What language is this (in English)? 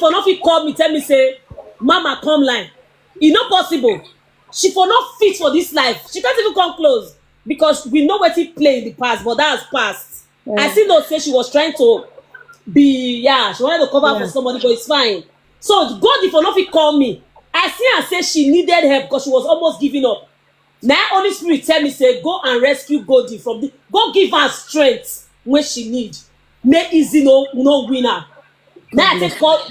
Nigerian Pidgin